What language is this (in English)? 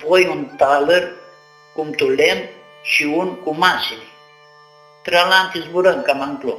Aromanian